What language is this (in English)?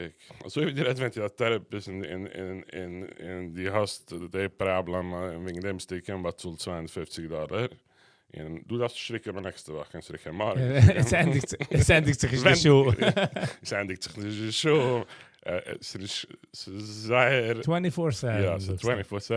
Yiddish